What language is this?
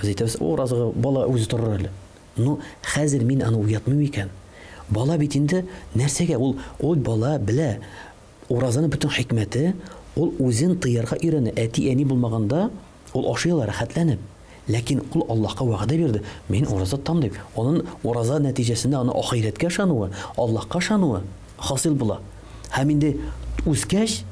Tatar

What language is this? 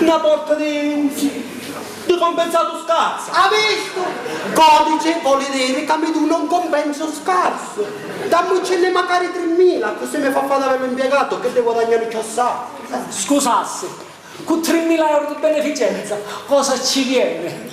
Sicilian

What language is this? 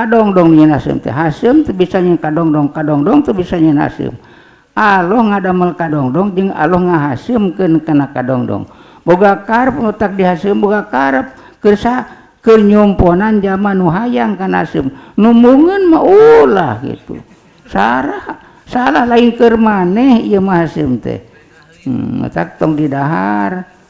Sundanese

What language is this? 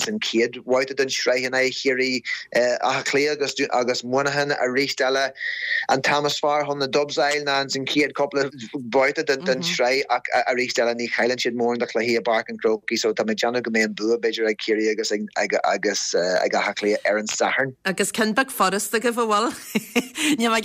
Irish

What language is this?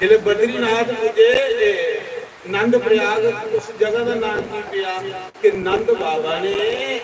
Dogri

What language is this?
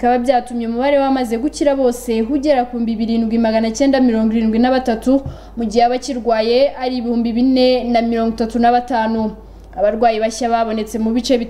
Kinyarwanda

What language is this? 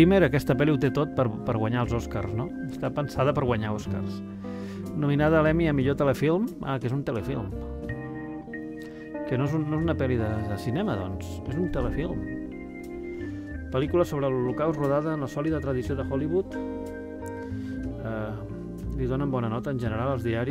Catalan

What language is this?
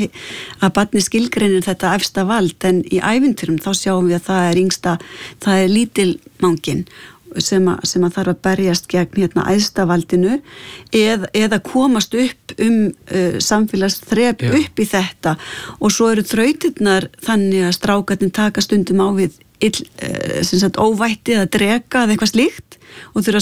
Icelandic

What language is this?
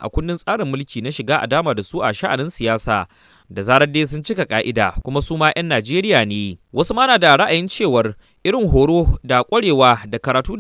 Hausa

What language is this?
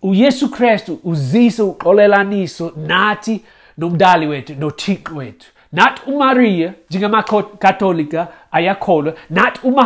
Xhosa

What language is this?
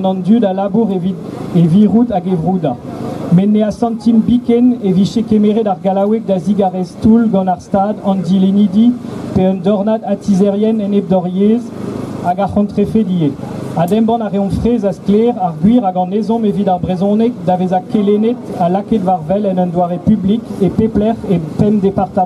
Breton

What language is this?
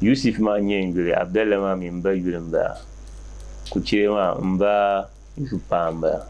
Dagbani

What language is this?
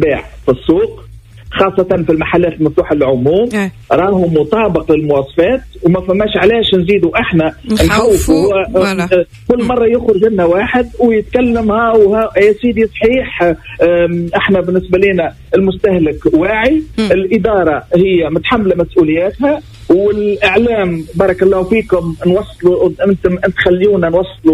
Tunisian Arabic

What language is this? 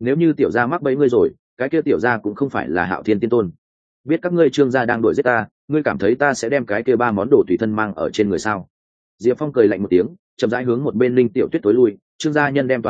Vietnamese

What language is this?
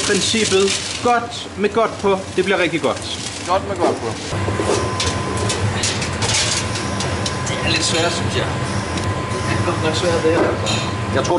Danish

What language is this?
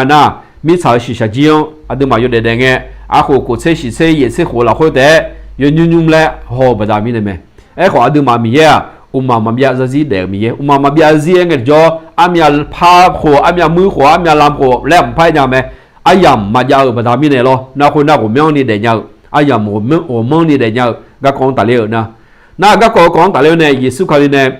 Akha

